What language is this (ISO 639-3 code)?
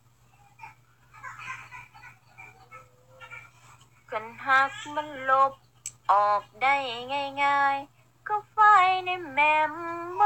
lao